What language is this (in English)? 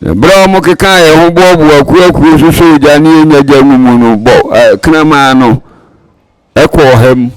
Akan